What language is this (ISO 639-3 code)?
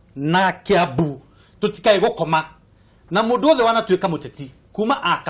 kik